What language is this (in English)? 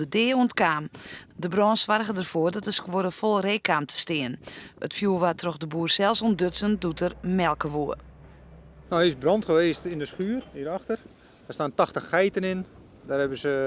Western Frisian